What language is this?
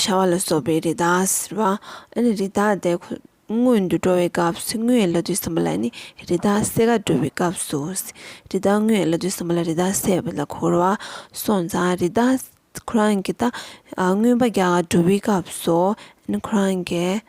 Tibetan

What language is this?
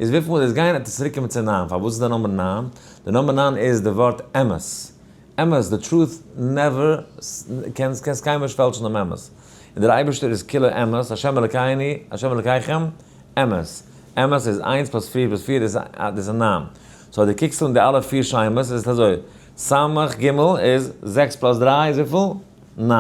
Yiddish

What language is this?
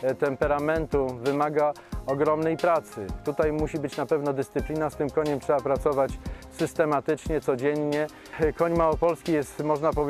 Polish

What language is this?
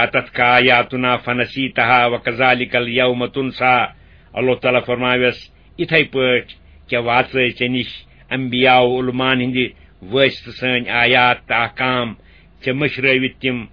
Kashmiri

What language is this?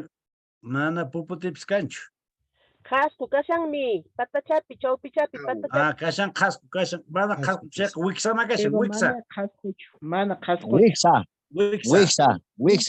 Quechua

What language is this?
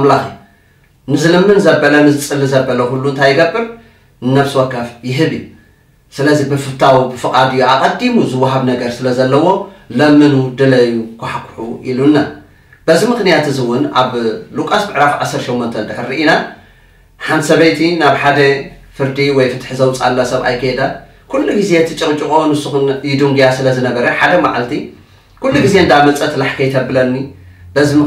Tigrinya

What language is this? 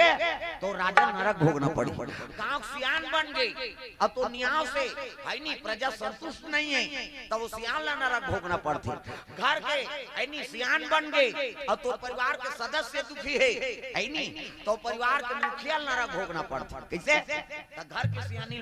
Chhattisgarhi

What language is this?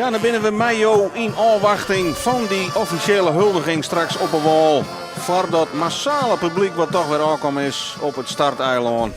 Western Frisian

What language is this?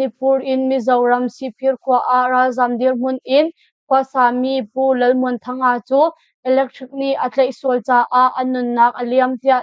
Hakha Chin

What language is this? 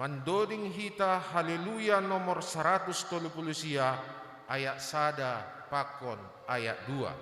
Batak Simalungun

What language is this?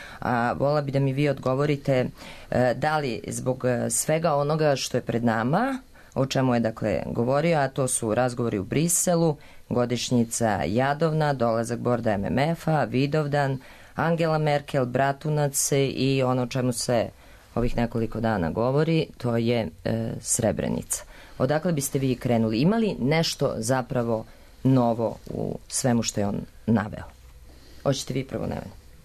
Serbian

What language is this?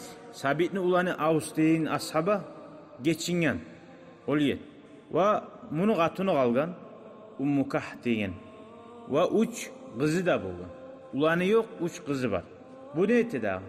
Kumyk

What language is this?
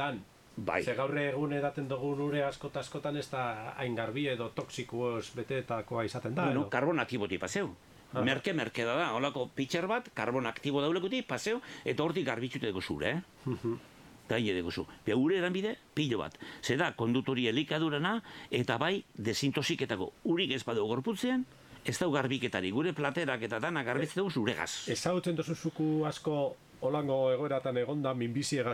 Basque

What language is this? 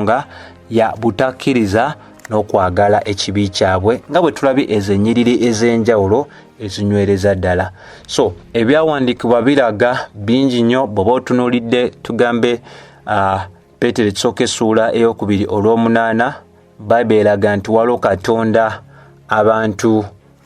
Ganda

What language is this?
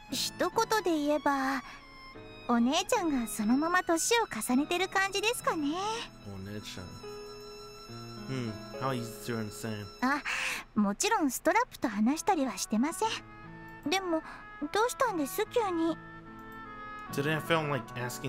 Japanese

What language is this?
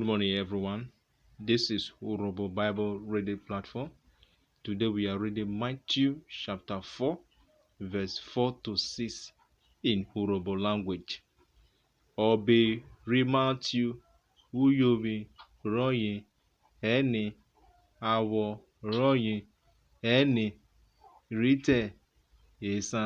Urhobo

